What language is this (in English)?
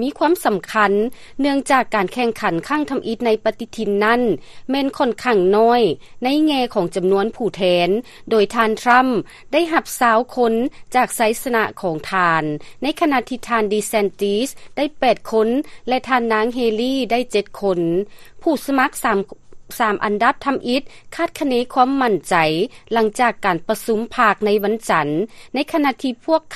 Lao